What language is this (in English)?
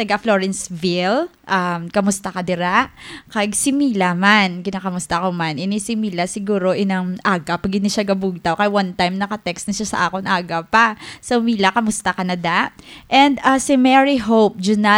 Hiligaynon